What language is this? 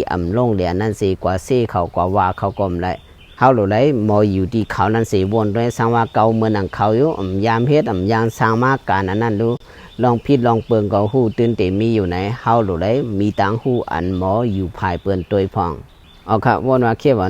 Shan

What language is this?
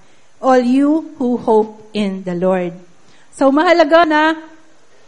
Filipino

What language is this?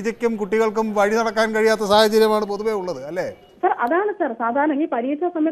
Malayalam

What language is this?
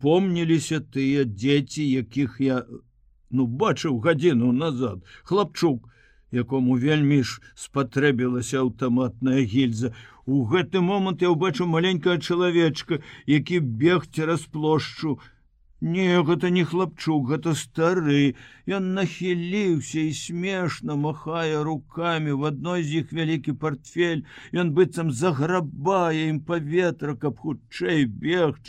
Belarusian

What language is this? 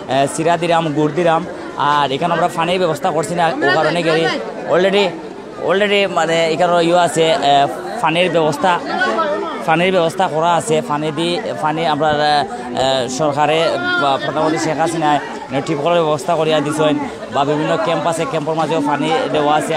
Sylheti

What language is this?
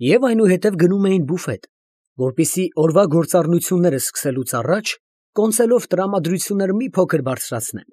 Armenian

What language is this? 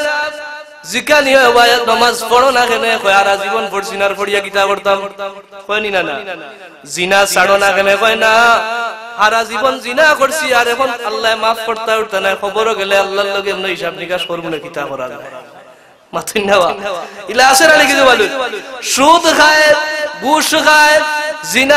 Sylheti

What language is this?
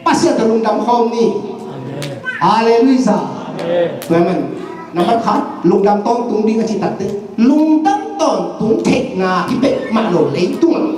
Tedim Chin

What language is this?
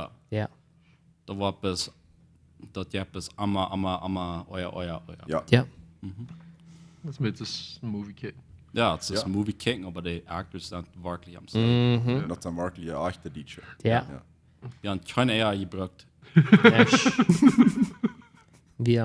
Plautdietsch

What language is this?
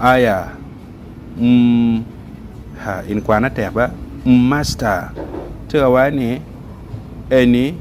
Acoli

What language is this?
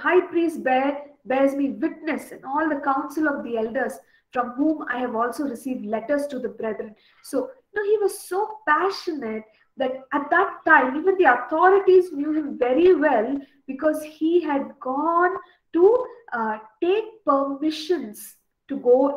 English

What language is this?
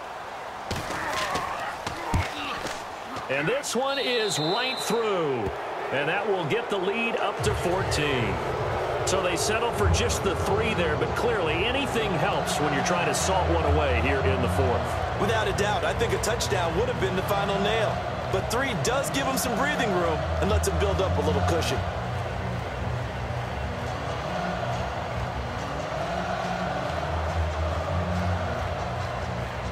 English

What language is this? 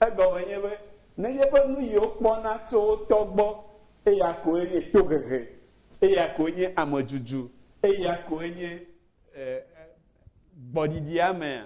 Ewe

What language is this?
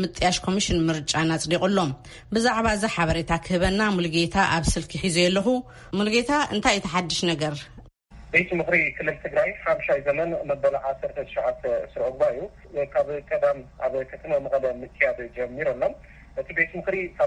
Tigrinya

